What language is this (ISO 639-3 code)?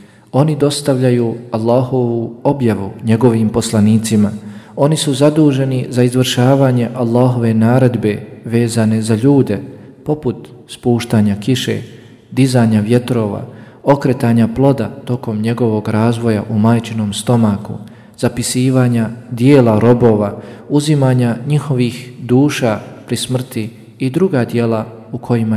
bos